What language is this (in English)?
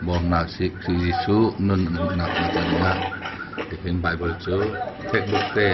Hakha Chin